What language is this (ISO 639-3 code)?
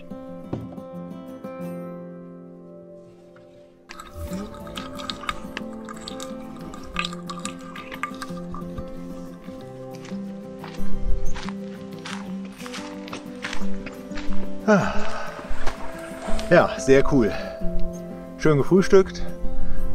deu